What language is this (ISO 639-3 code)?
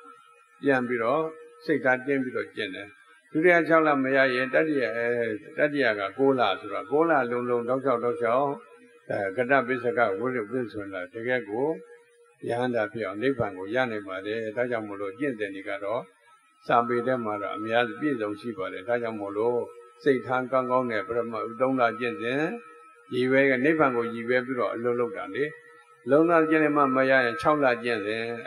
mya